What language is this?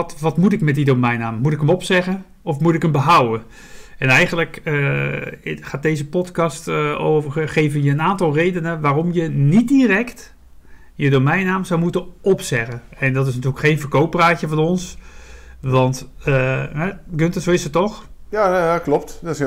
Dutch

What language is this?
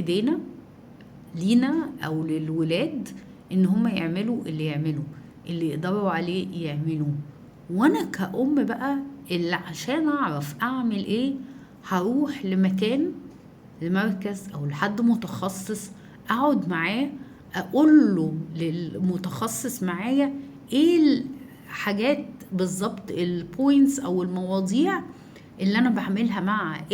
Egyptian Arabic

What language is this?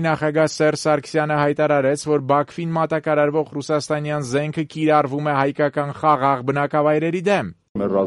Armenian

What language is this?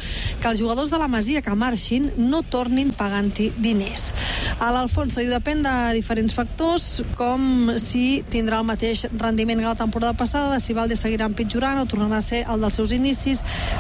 Catalan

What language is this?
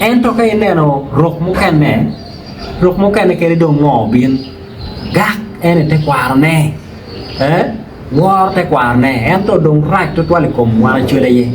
Acoli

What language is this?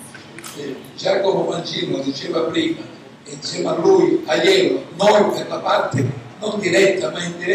Italian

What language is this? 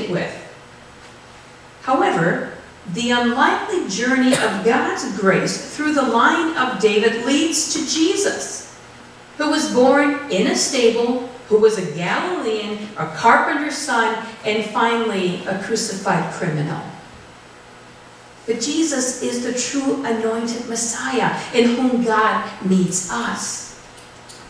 English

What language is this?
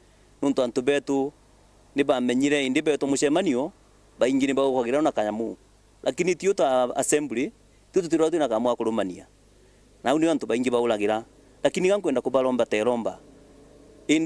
Meru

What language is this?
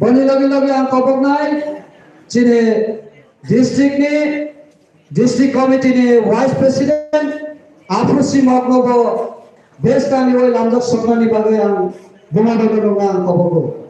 Kok Borok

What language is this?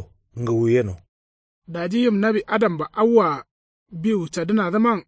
Kanuri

